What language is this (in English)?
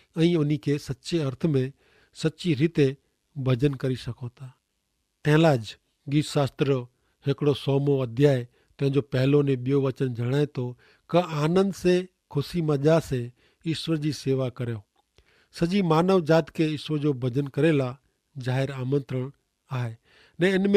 Kachhi